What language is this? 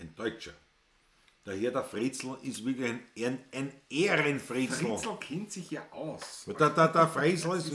Bavarian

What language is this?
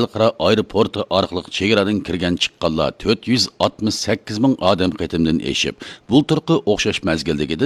Uyghur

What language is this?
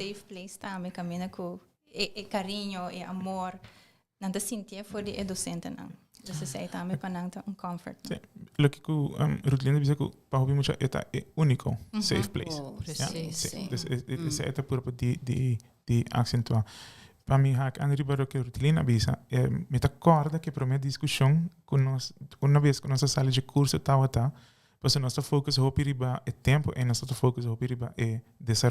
Papiamento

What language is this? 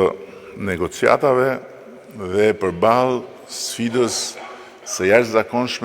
Albanian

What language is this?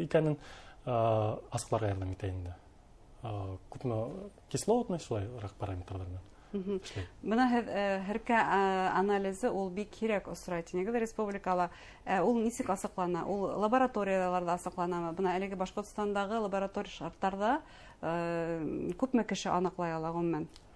Bashkir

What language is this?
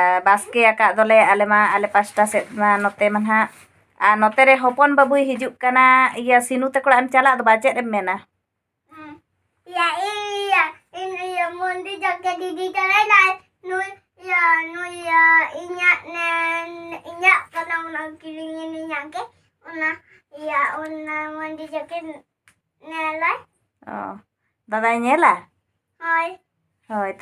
Santali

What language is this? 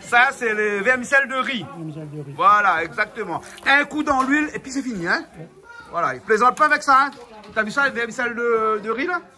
Réunion Creole French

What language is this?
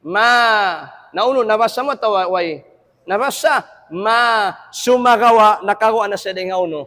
Tausug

